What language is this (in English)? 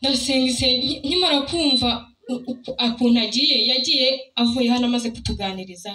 Kinyarwanda